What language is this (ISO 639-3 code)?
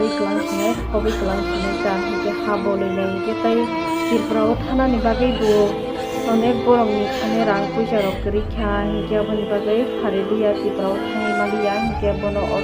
trp